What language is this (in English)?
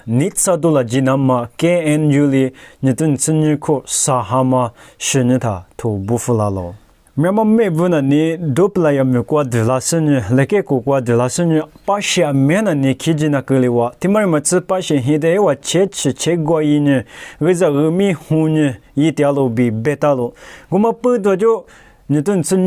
Lisu